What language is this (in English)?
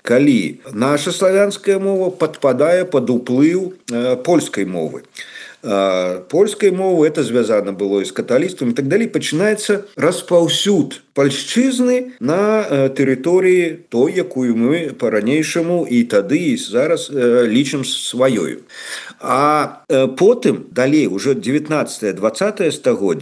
Belarusian